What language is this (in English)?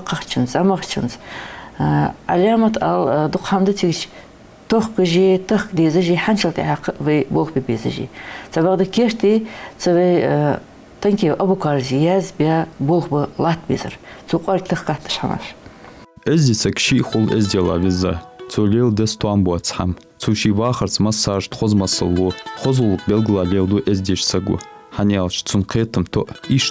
Ingush